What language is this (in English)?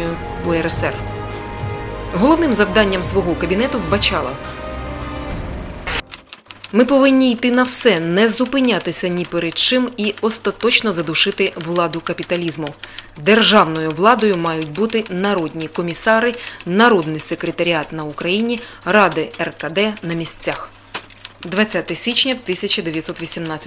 Ukrainian